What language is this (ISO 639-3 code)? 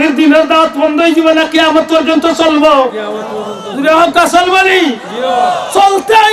syl